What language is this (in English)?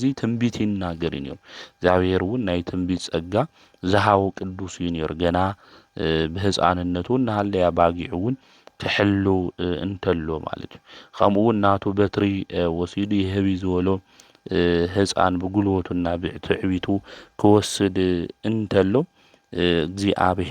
Tigrinya